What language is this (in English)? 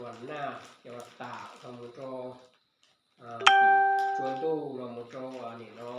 Hmong